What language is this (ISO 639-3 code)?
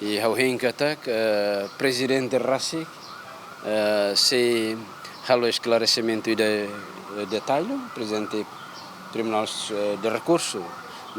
tet